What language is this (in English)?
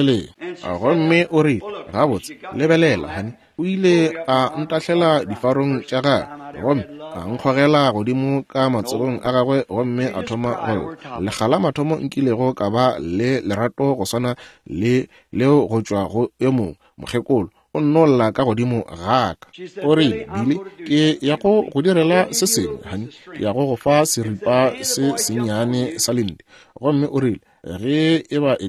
Northern Sotho